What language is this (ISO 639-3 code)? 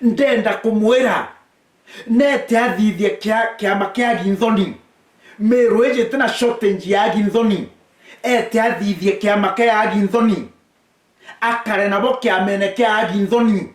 mer